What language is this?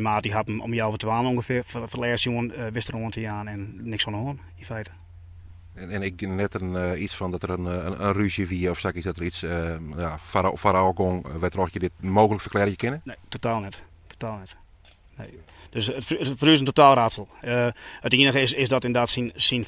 Western Frisian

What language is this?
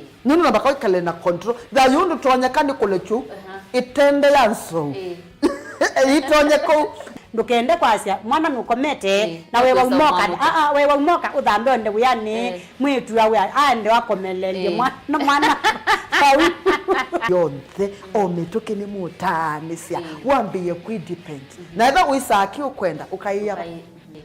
Kamba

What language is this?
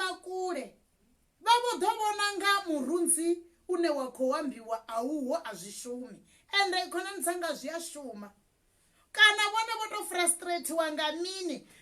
Venda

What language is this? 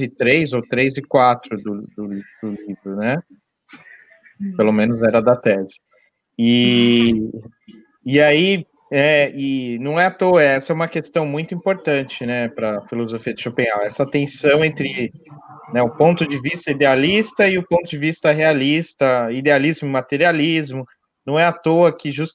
Portuguese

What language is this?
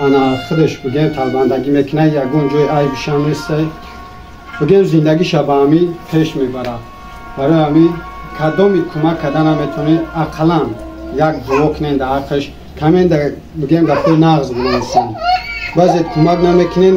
Tajik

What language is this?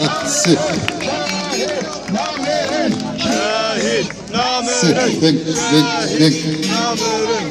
Kurdish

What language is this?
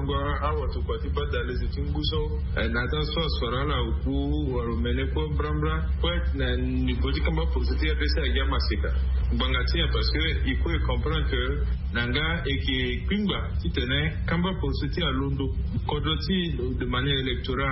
Sango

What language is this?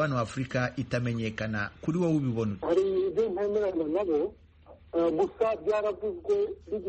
Kinyarwanda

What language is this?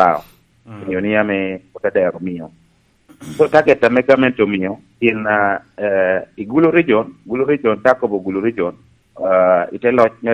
Lango (Uganda)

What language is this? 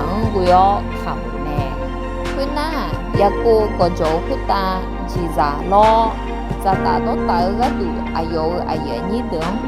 Akha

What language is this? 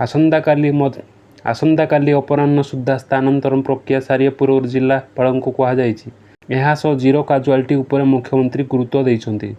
Odia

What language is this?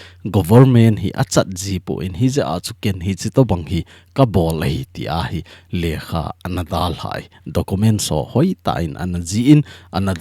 Thado Chin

